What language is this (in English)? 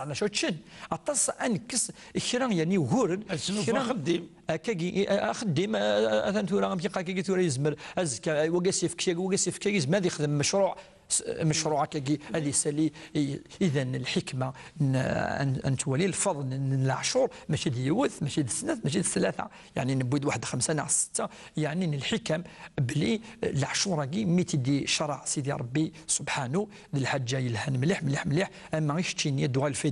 Kabyle